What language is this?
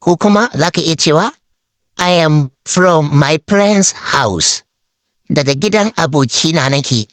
Hausa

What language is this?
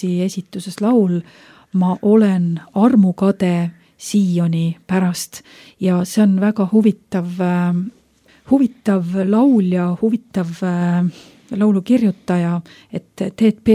Estonian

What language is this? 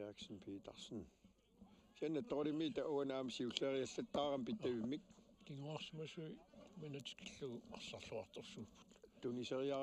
Kalaallisut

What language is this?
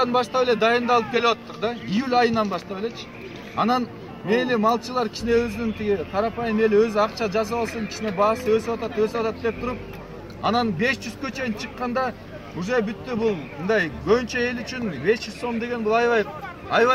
Kyrgyz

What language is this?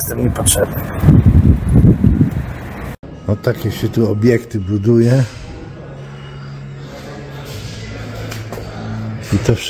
Polish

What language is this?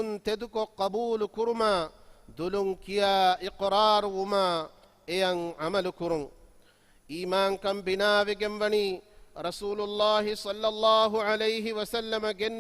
Divehi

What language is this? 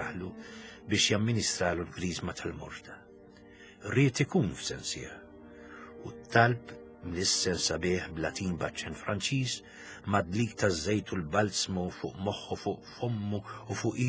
Maltese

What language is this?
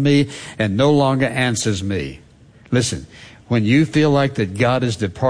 English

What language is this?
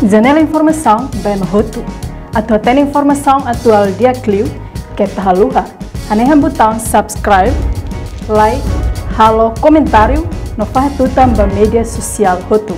Tetum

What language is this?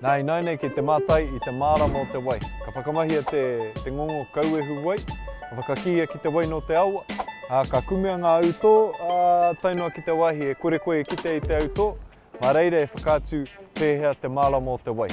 Māori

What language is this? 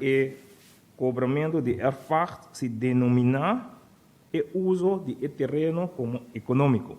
Papiamento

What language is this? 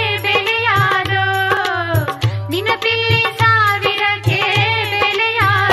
Kannada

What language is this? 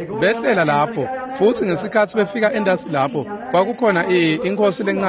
Swati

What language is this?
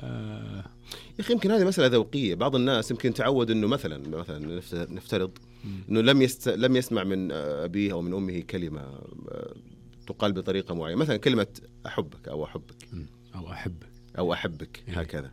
Najdi Arabic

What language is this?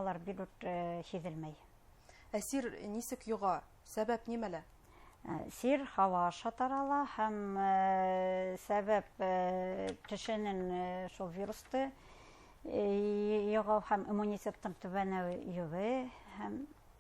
Bashkir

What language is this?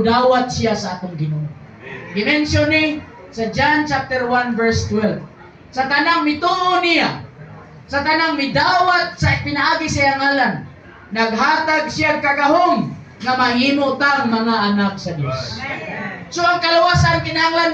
Cebuano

